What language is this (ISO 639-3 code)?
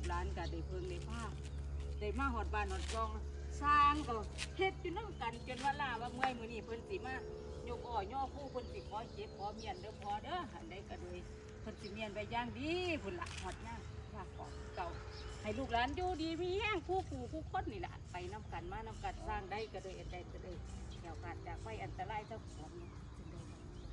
tts